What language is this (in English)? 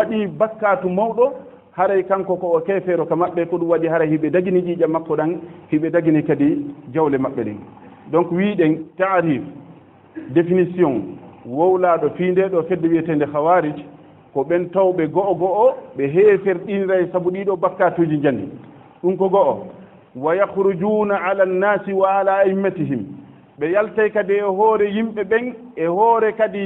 Fula